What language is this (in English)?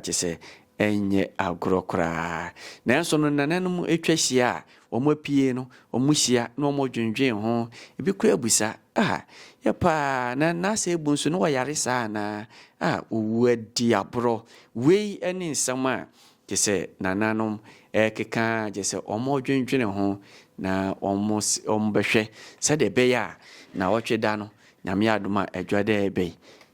Akan